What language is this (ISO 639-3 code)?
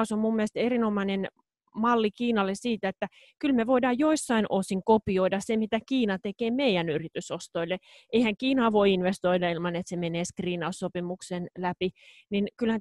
fin